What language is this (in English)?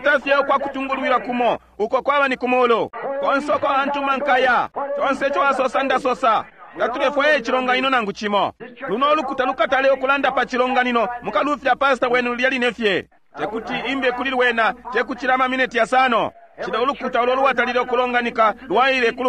Bemba